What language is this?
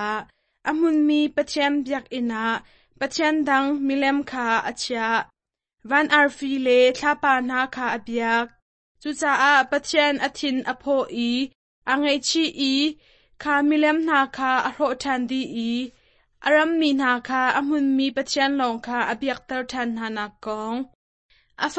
Hakha Chin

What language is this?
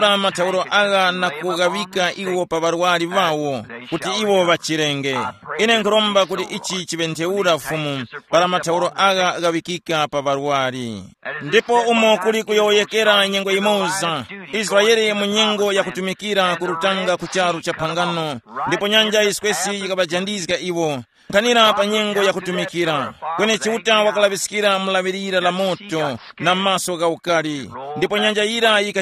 Tumbuka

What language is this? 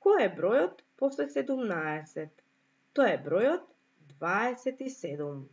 Macedonian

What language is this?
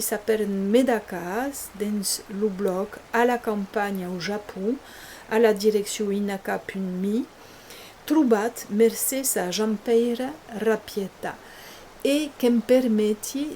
Occitan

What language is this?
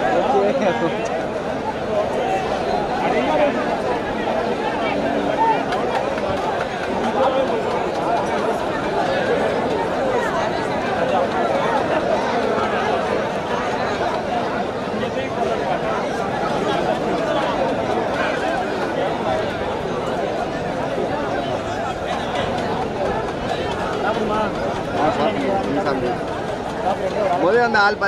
Tamil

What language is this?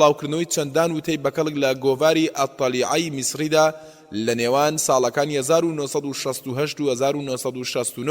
Central Kurdish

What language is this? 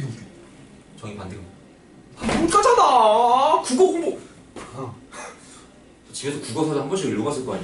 Korean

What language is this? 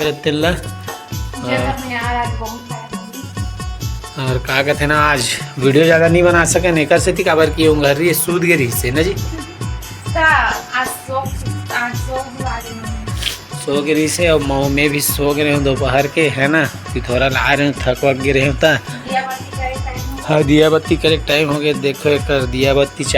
Chhattisgarhi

